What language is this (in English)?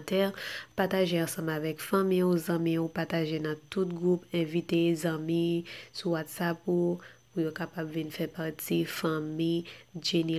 Haitian Creole